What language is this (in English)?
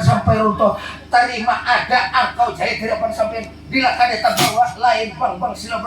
Banjar